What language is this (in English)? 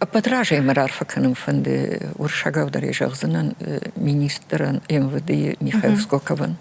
Ossetic